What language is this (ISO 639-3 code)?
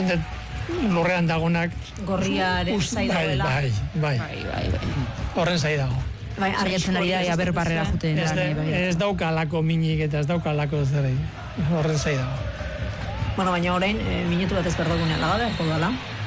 eus